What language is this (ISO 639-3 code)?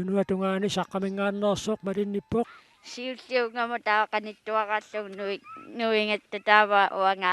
kal